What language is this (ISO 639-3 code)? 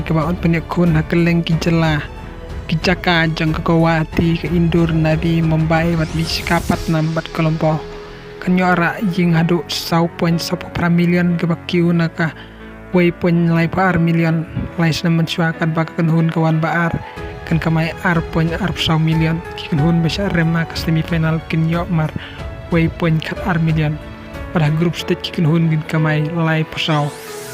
kha